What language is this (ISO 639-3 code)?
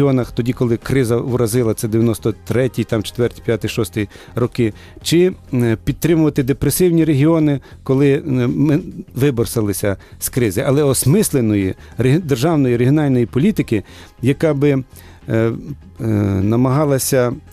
ukr